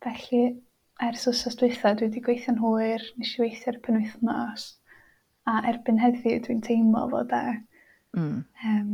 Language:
Welsh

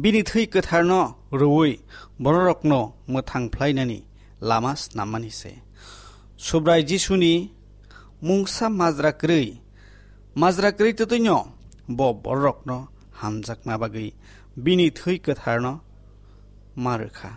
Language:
Kok Borok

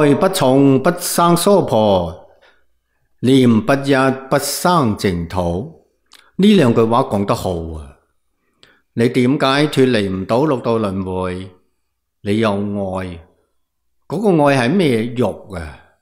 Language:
Cantonese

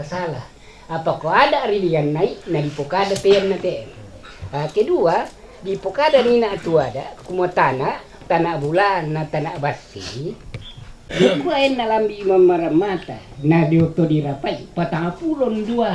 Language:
Toraja-Sa'dan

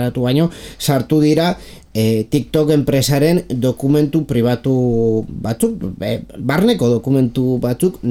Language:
Basque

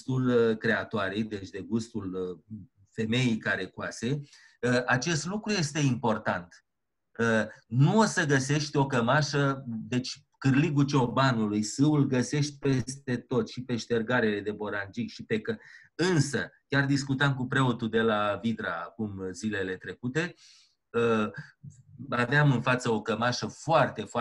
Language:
Romanian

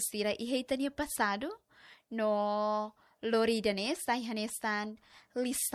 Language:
Tetum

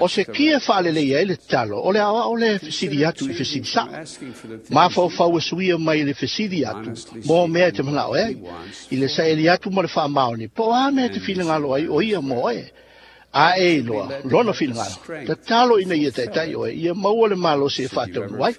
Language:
Samoan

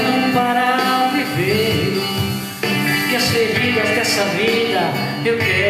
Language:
Portuguese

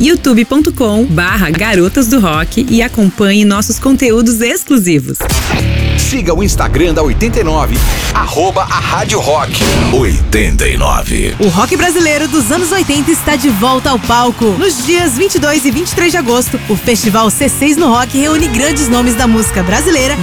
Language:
Portuguese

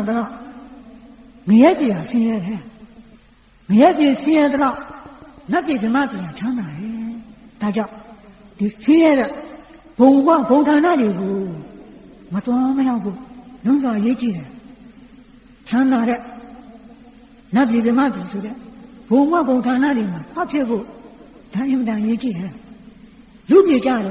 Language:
Burmese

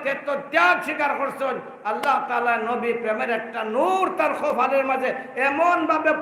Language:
Sylheti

